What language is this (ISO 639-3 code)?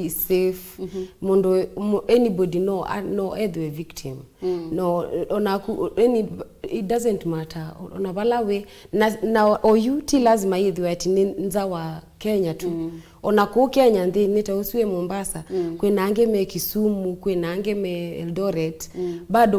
kam